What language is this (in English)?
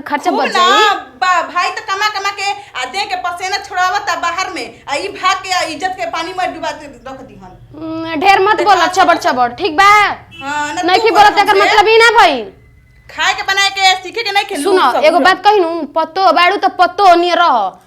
Bhojpuri